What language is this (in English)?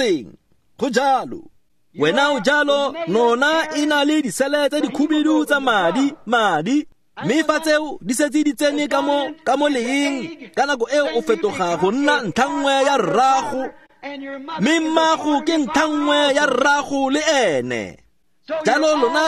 Tswana